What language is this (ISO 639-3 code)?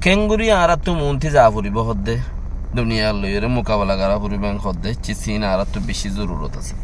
rhg